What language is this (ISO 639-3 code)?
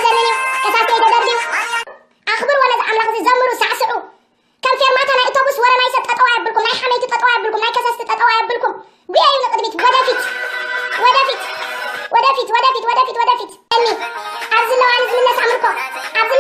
tir